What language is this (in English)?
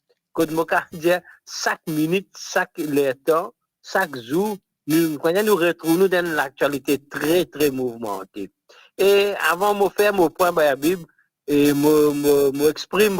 Morisyen